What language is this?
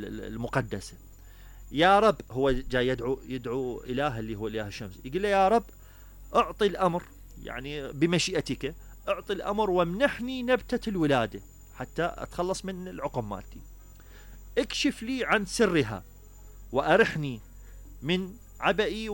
Mesopotamian Arabic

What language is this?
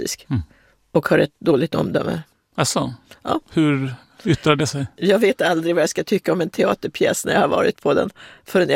Swedish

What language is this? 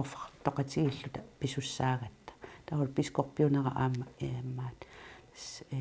Kalaallisut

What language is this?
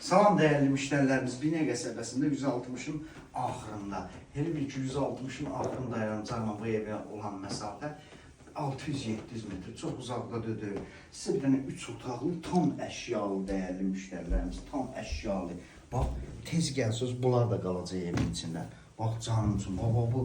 Azerbaijani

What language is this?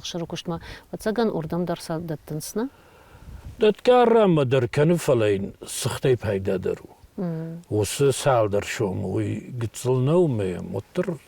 Ossetic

